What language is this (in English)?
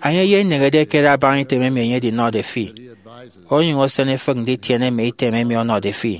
Efik